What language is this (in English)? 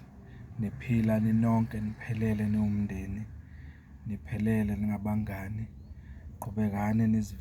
Zulu